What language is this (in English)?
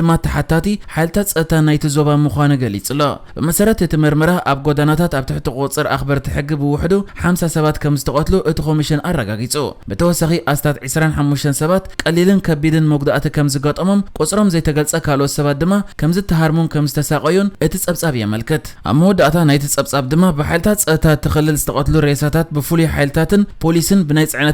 Tigrinya